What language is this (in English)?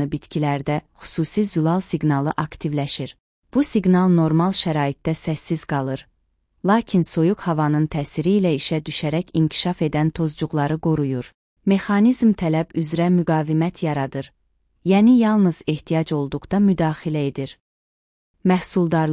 Azerbaijani